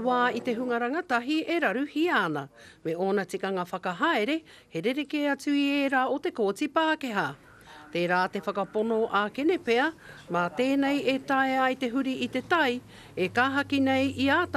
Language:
Māori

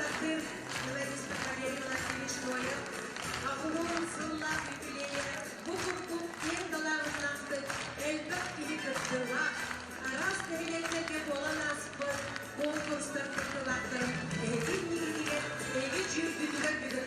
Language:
Yakut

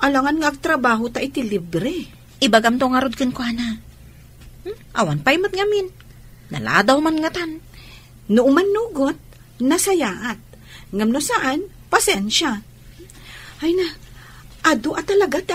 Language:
Iloko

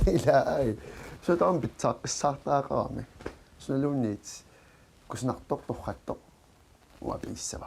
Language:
Kalaallisut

